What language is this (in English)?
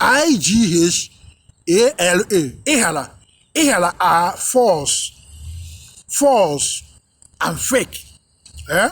Igbo